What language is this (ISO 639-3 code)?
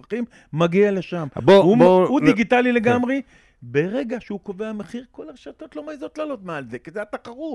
heb